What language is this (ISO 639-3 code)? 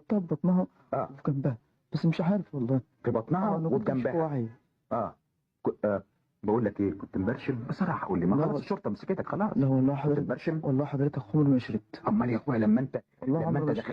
arz